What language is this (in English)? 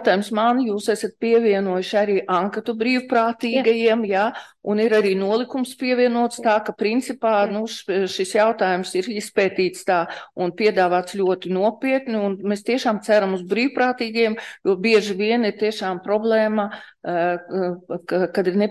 Latvian